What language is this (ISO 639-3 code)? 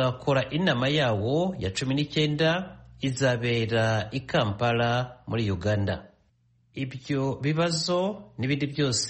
kin